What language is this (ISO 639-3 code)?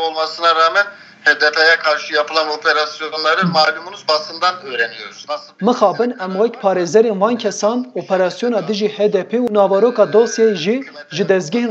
kur